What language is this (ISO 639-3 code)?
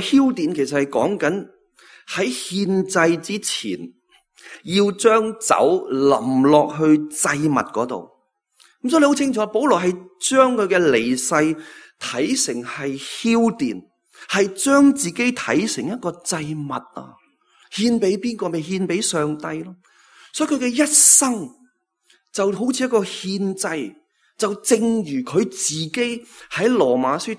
yue